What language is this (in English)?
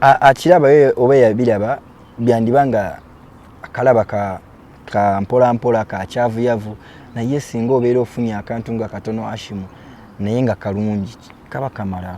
Ganda